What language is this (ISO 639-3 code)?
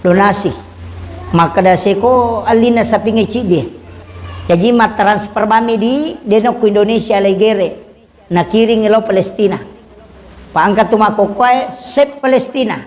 bug